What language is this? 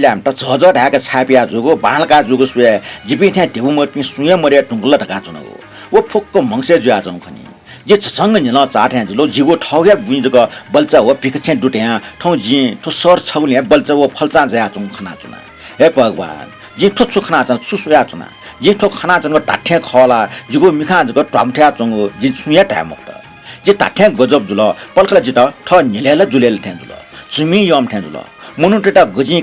Newari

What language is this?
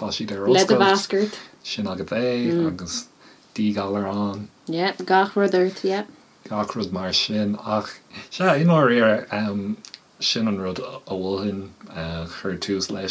Irish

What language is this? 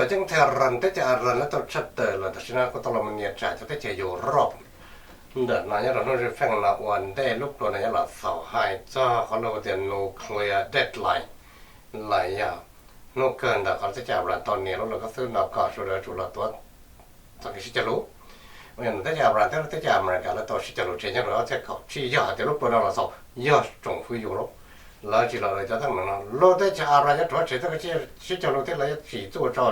Hmong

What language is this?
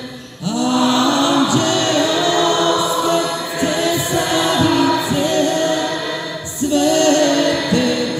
Croatian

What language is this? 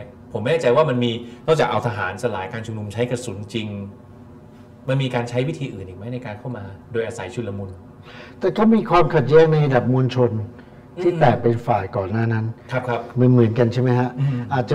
Thai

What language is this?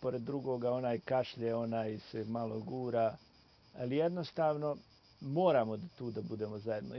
Bosnian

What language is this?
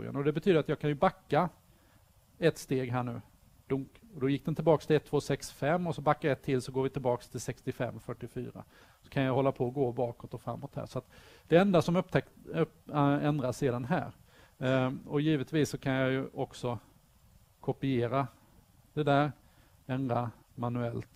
Swedish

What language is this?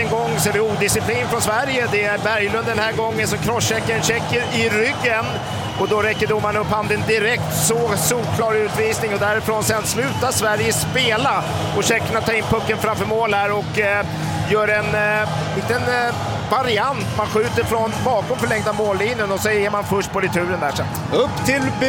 Swedish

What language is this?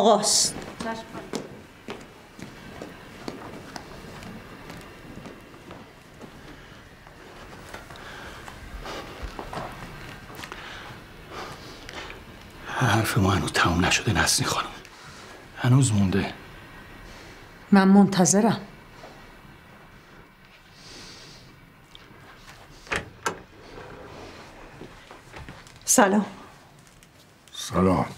Persian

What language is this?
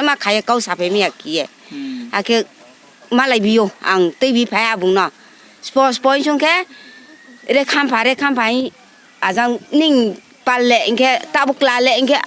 Riang (India)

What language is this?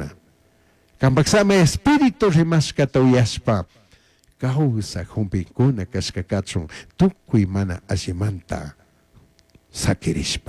Chimborazo Highland Quichua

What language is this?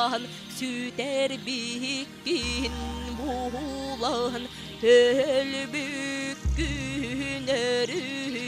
Yakut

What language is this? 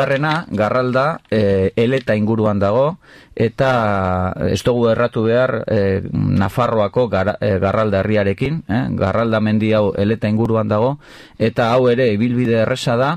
Basque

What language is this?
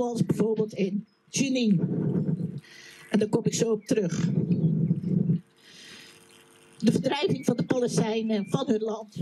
Dutch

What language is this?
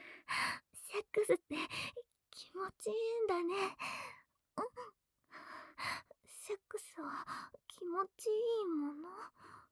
Japanese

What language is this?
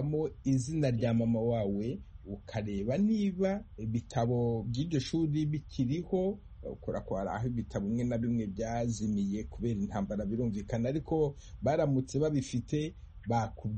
Kinyarwanda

